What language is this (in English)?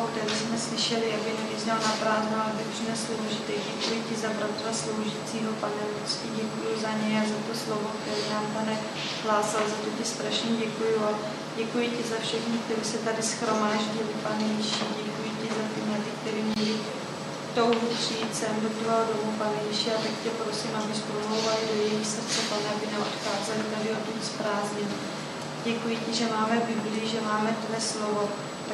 Czech